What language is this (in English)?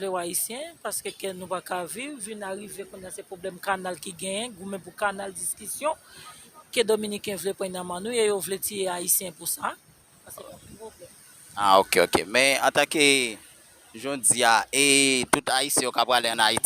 Haitian Creole